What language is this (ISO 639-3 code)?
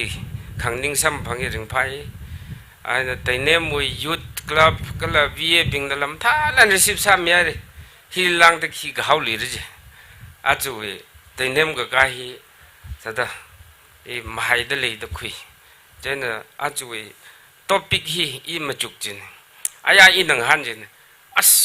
nmf